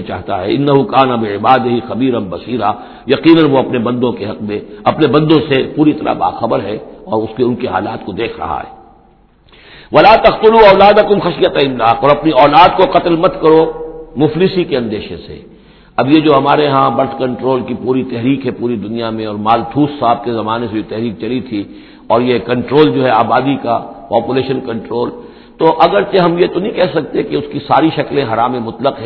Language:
Urdu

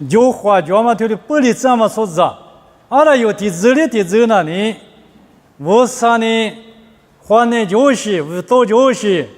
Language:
Lisu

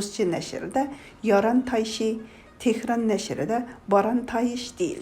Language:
Uyghur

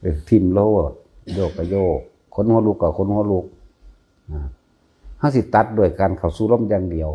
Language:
Northeastern Thai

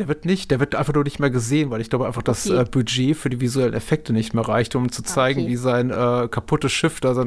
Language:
German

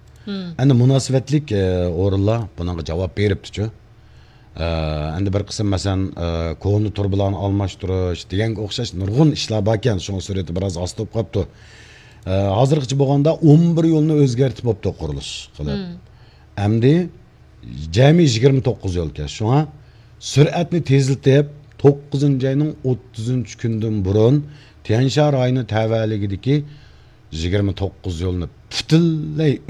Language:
Uyghur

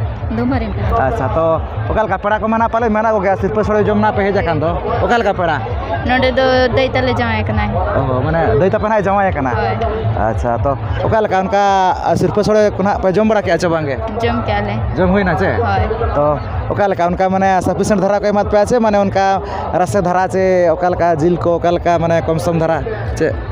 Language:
Santali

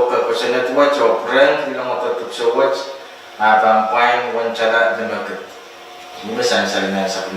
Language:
Pohnpeian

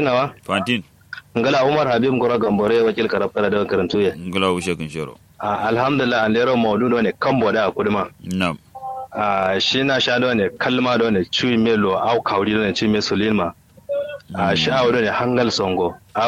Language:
Kanuri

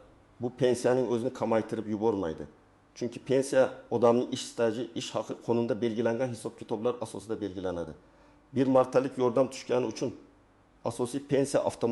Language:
Uzbek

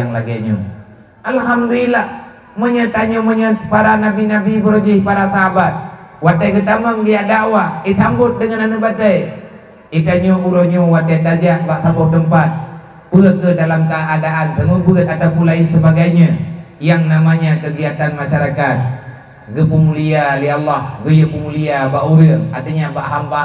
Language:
Achinese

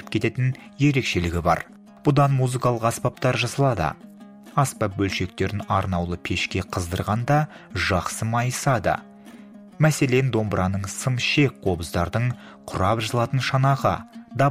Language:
Kazakh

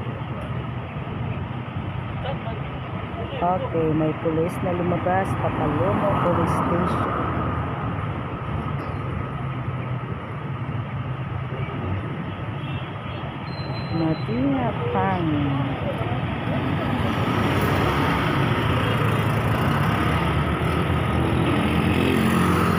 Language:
Filipino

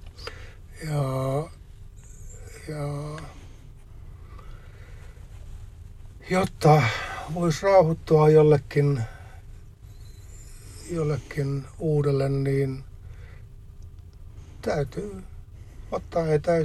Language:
Finnish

